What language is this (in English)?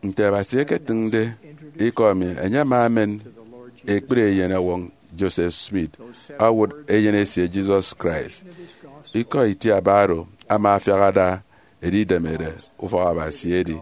Efik